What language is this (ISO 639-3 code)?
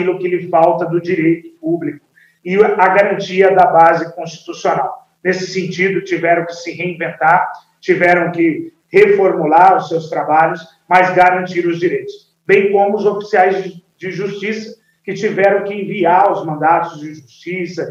por